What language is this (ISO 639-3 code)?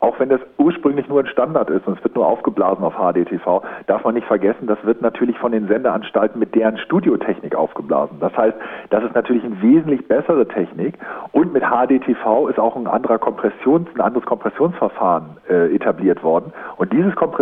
deu